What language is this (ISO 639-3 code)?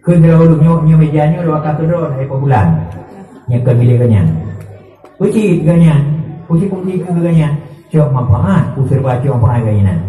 ace